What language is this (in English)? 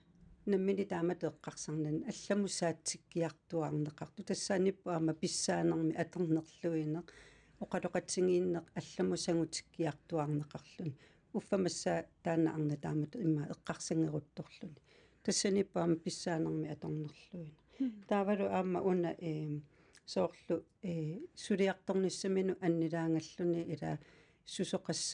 Kalaallisut